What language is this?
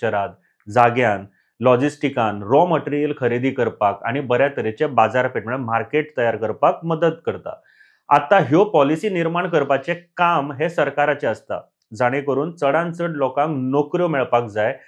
Konkani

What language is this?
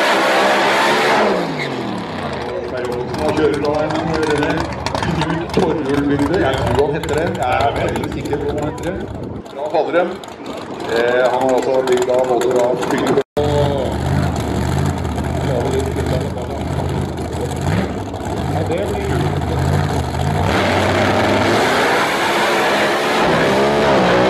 Norwegian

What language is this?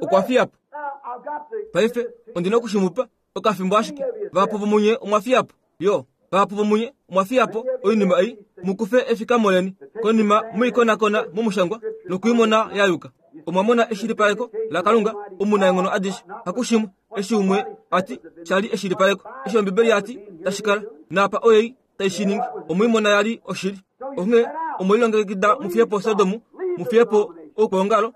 Kuanyama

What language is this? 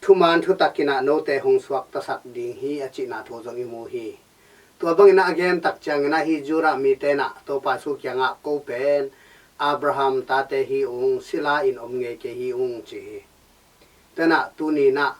Tedim Chin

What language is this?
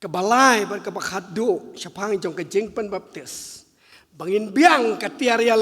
Khasi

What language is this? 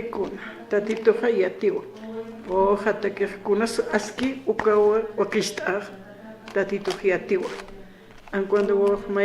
Aymara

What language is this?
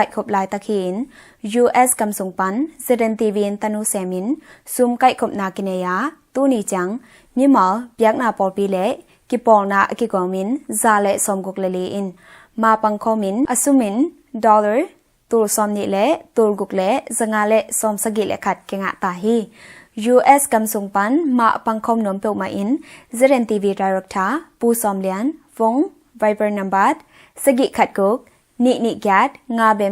Tedim Chin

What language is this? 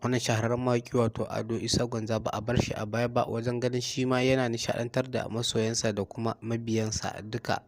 Hausa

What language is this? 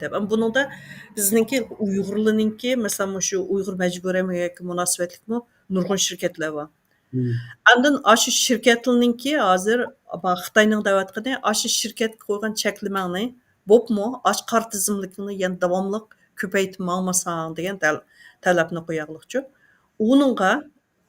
Uyghur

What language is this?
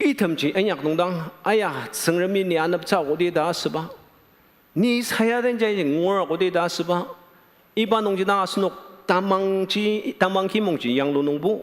Ao Naga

